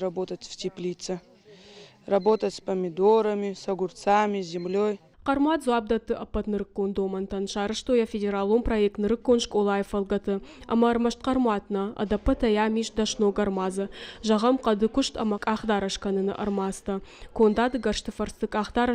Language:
Ossetic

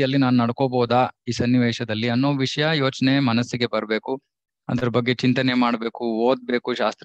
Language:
Kannada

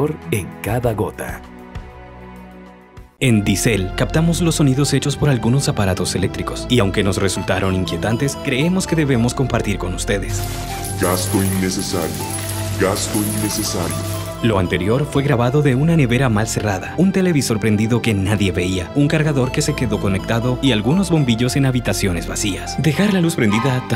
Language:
Spanish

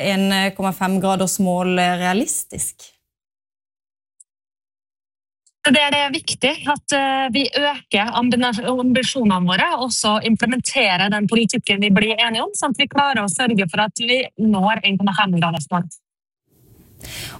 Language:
Norwegian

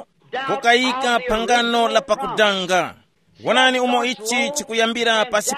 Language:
Tumbuka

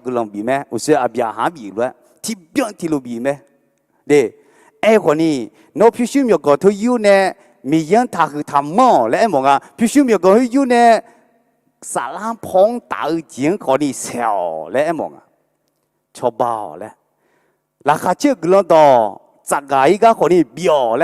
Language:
Akha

